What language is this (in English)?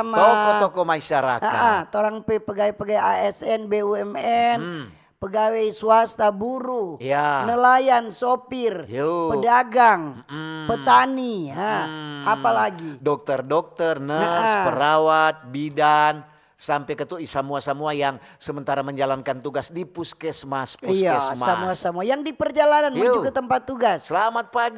Manado Malay